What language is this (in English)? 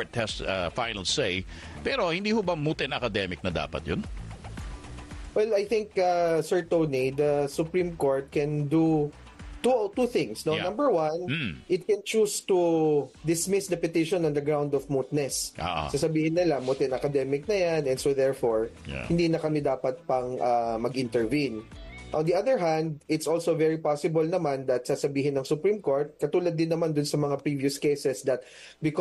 Filipino